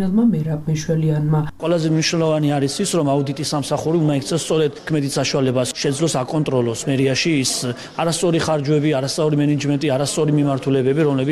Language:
Georgian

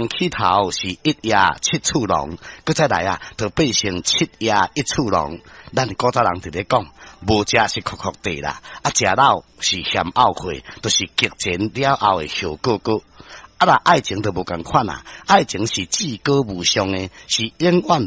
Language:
Min Nan Chinese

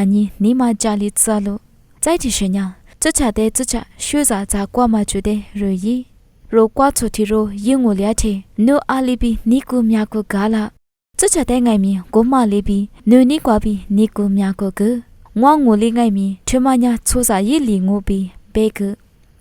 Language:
Lisu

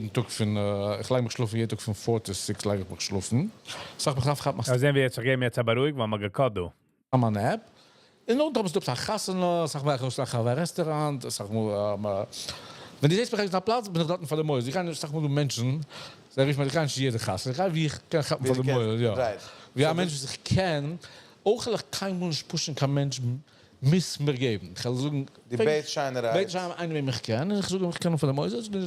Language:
Yiddish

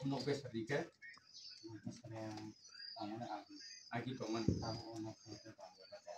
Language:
Kok Borok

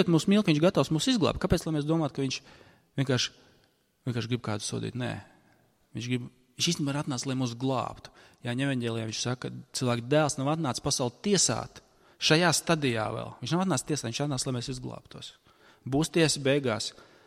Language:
Latvian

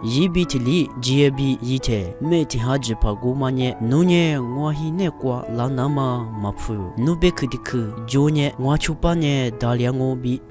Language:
Lisu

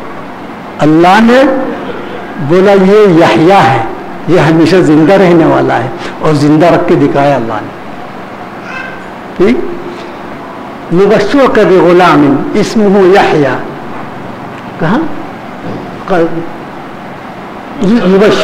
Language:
Urdu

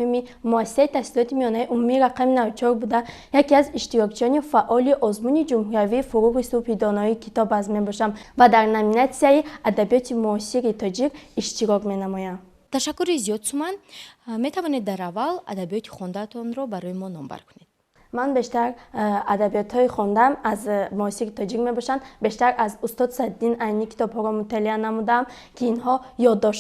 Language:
Tajik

